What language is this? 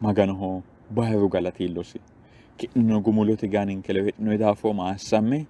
Sidamo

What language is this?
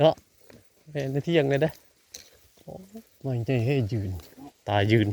Northeastern Thai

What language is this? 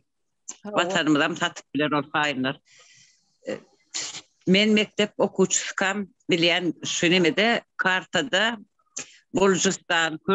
Turkmen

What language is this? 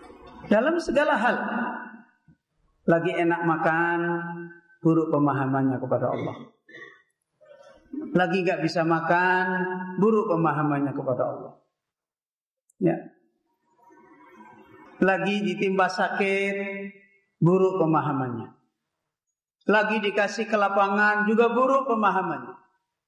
Indonesian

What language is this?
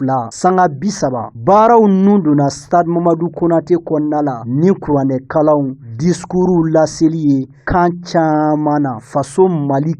Bambara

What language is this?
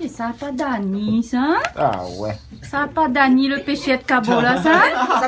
Réunion Creole French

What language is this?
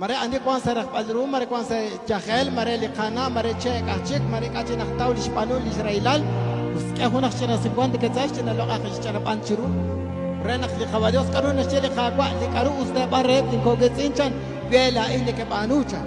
Kekchí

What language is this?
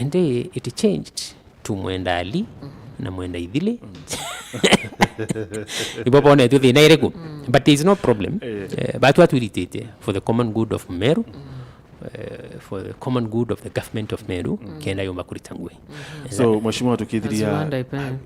Meru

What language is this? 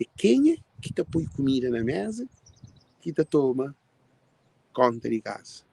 Kabuverdianu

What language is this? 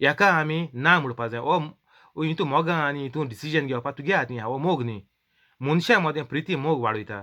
Konkani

